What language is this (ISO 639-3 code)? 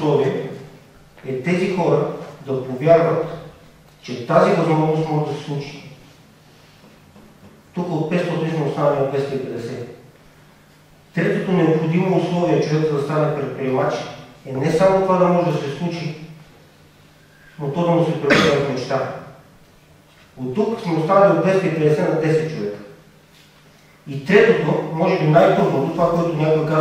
bul